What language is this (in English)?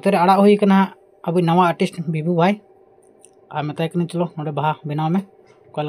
Santali